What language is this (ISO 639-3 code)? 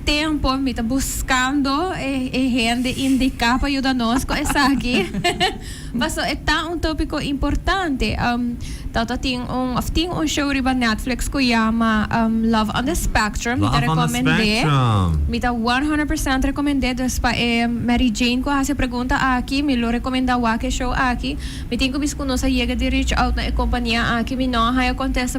pap